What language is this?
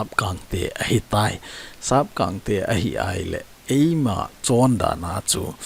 Thado Chin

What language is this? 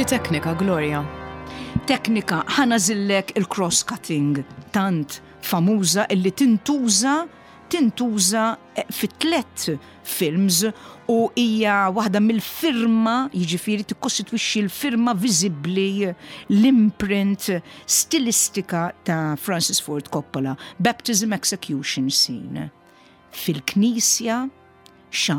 Maltese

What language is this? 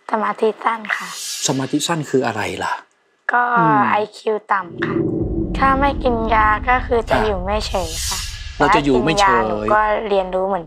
Thai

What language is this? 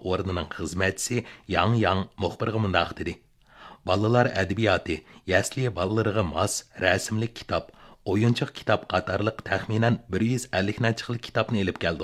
Uyghur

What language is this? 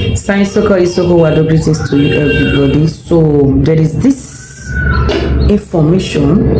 Nigerian Pidgin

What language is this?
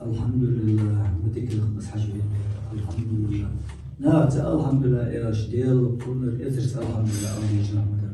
Ingush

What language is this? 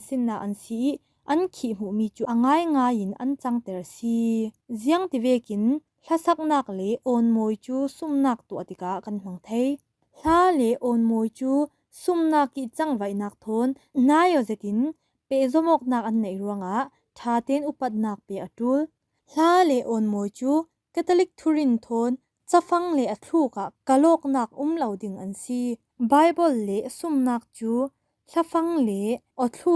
Falam Chin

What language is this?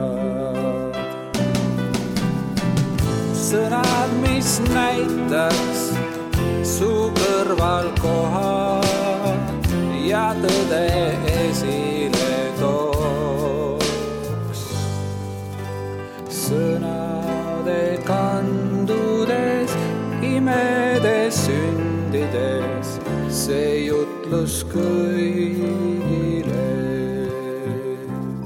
Estonian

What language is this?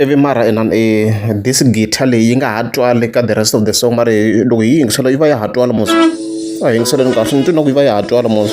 Tsonga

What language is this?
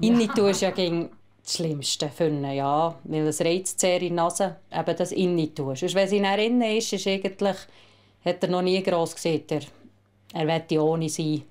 Swiss German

